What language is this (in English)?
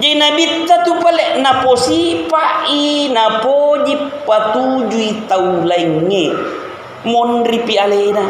Buginese